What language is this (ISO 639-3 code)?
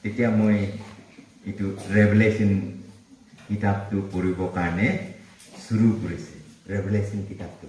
nag